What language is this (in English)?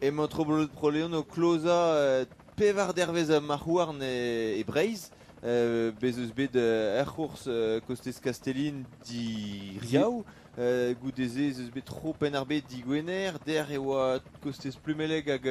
Breton